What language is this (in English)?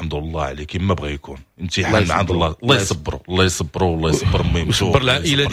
Moroccan Arabic